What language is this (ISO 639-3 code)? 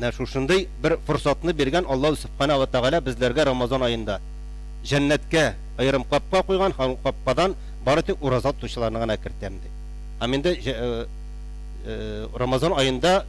tat